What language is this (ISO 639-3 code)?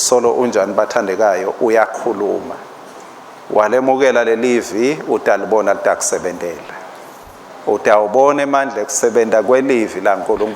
ssw